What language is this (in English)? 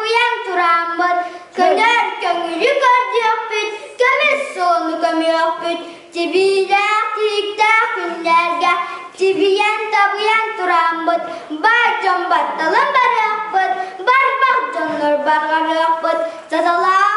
Yakut